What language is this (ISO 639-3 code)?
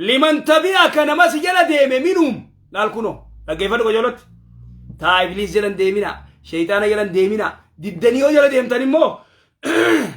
orm